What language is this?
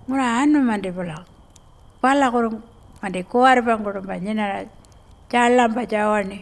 Pitjantjatjara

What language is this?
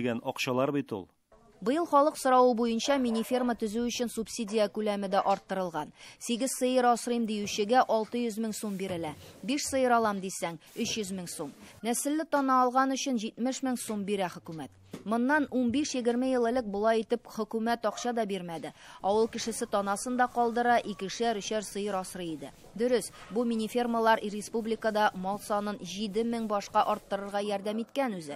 Tatar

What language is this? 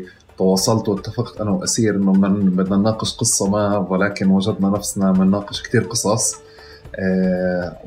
North Levantine Arabic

